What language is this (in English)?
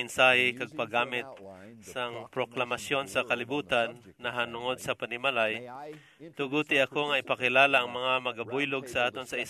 Hiligaynon